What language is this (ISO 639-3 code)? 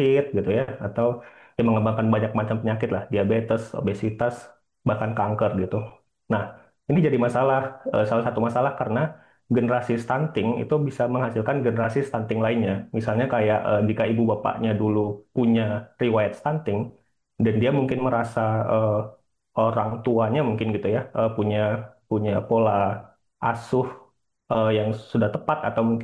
ind